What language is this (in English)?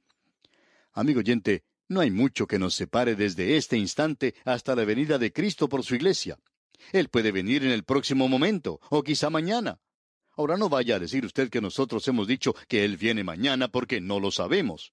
Spanish